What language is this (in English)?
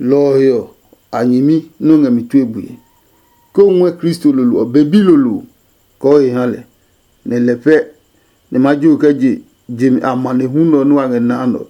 Adangme